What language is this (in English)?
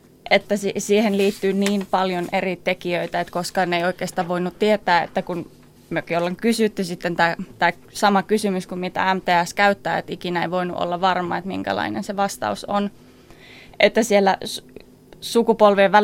Finnish